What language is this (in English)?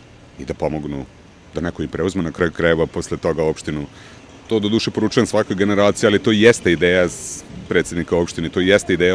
Serbian